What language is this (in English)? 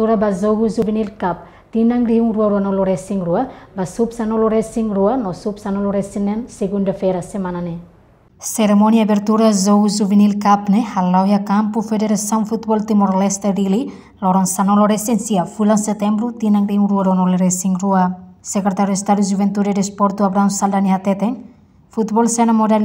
Tetum